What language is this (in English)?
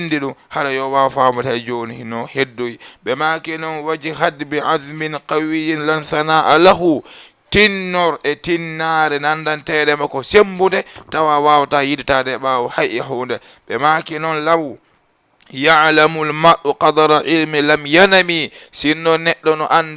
Fula